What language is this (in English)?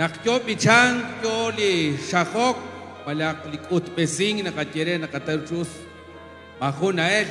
Kekchí